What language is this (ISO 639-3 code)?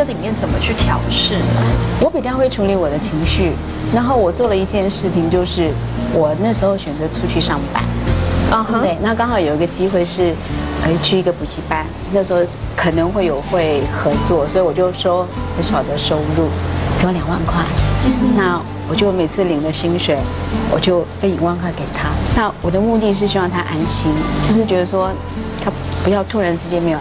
zho